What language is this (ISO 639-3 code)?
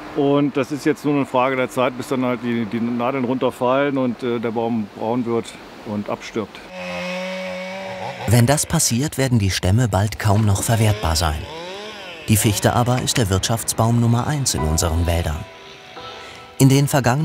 deu